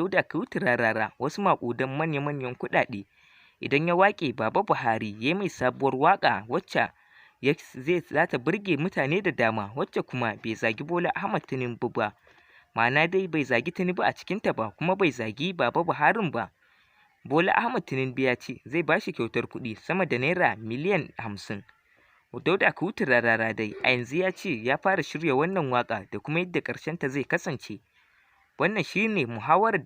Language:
Hausa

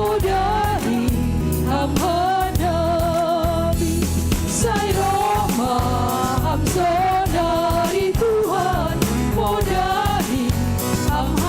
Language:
Batak Simalungun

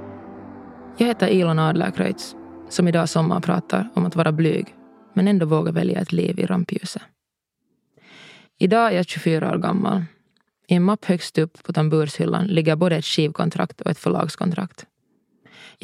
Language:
Swedish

